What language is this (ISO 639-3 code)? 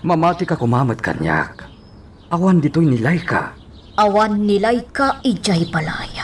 ilo